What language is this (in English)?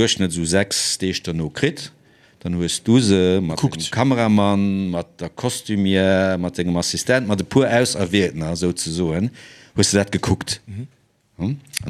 Luxembourgish